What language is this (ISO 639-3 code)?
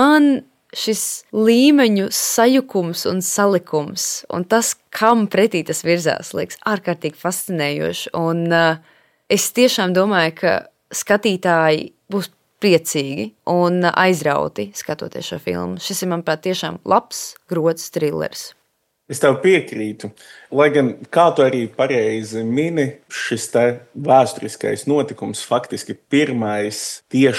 lav